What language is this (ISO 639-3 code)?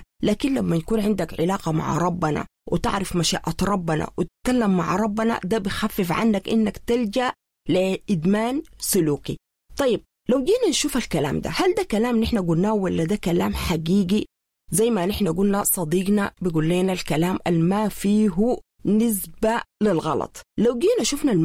apd